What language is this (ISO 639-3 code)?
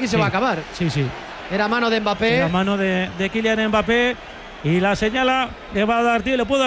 spa